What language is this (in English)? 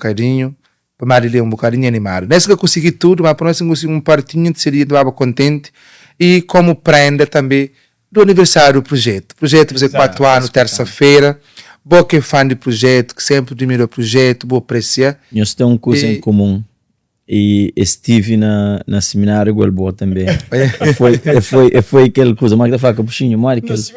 Kabuverdianu